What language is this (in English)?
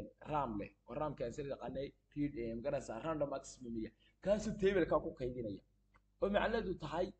Somali